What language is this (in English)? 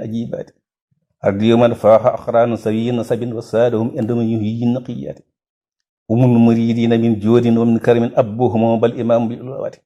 Wolof